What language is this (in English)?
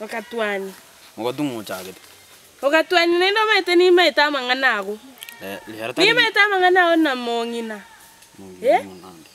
Gusii